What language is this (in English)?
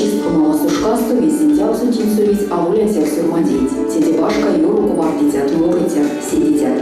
Erzya